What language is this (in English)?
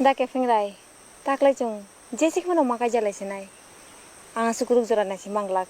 Kok Borok